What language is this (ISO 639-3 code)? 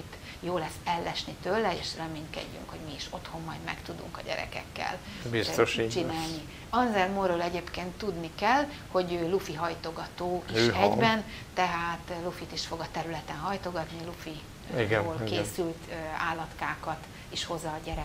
hun